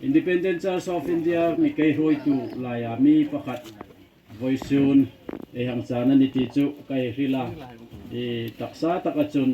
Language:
Hmar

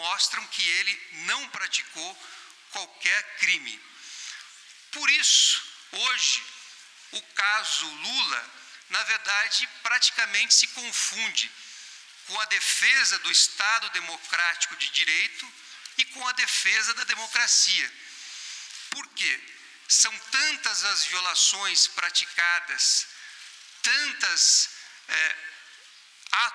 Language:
Portuguese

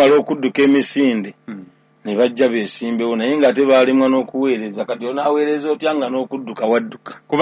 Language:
Ganda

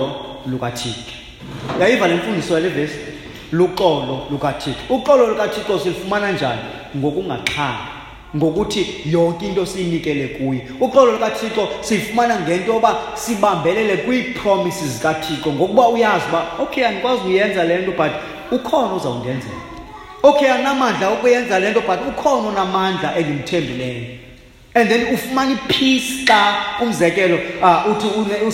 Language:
Xhosa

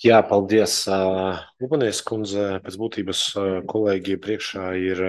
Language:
Latvian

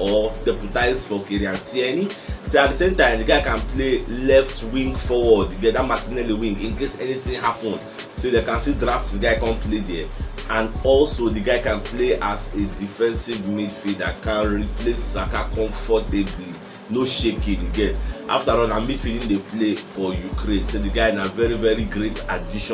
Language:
Nigerian Pidgin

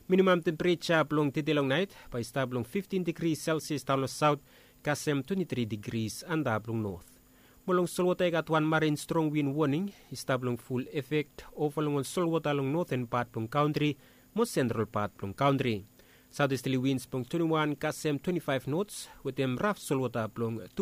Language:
Bislama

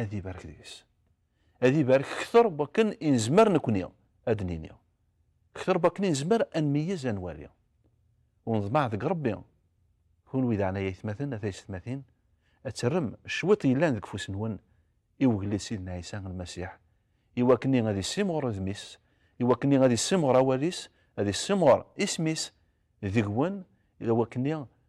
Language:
Kabyle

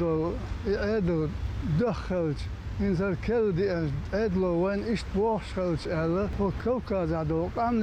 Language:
Chechen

